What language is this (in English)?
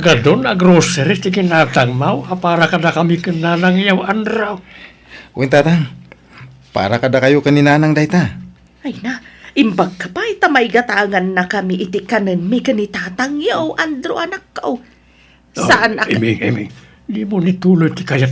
Iloko